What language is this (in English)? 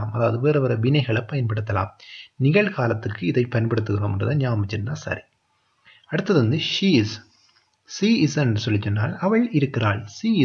Tamil